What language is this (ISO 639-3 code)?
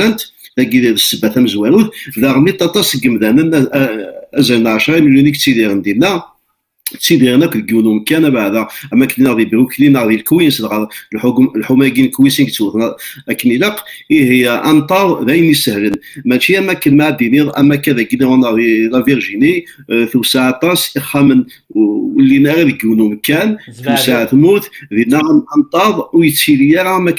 kab